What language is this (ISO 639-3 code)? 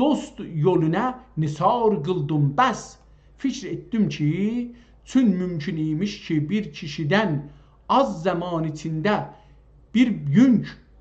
azb